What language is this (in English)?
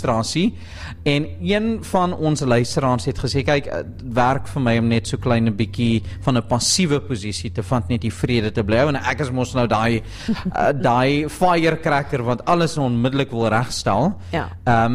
Afrikaans